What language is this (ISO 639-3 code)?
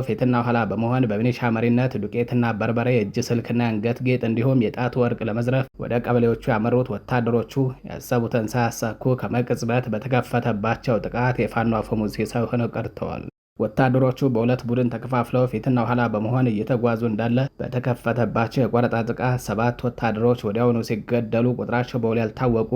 amh